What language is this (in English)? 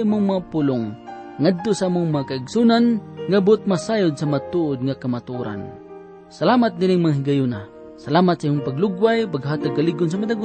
Cebuano